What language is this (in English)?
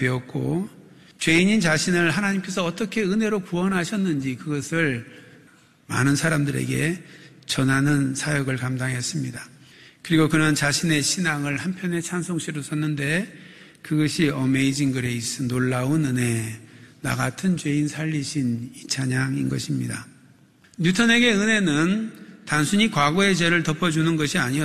Korean